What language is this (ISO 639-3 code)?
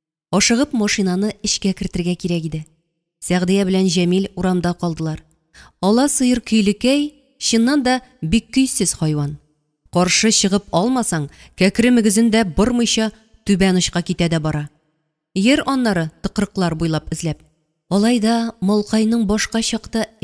tat